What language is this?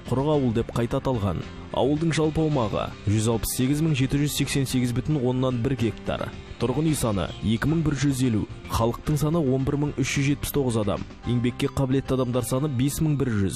Kazakh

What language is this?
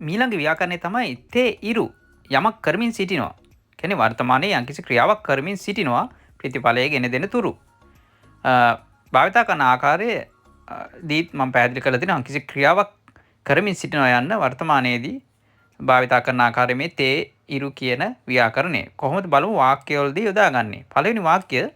Sinhala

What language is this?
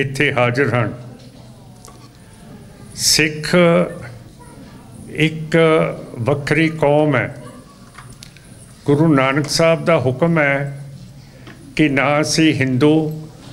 Punjabi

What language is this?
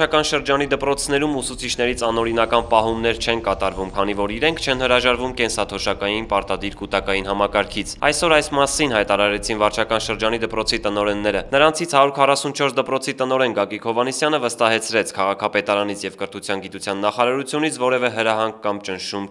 Armenian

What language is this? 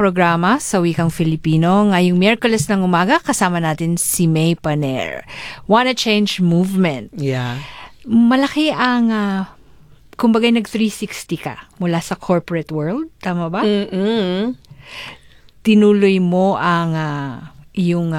Filipino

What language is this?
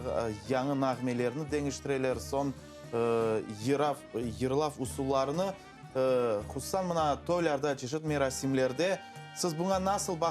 Crimean Tatar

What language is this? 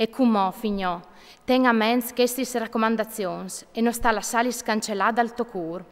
Friulian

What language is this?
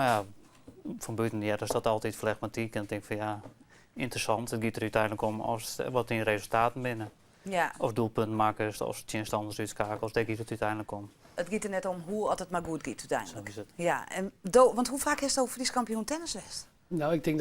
Western Frisian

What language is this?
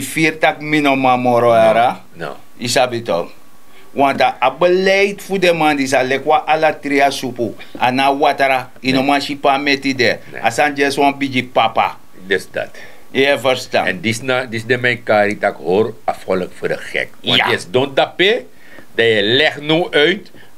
Sranan Tongo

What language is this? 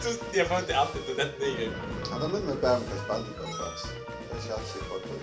Faroese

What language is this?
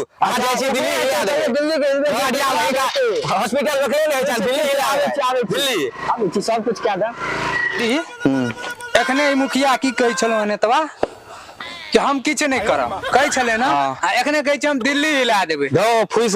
Maithili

